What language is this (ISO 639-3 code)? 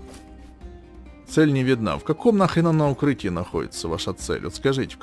rus